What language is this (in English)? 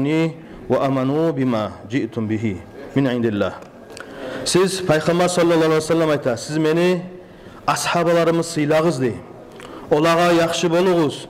Kumyk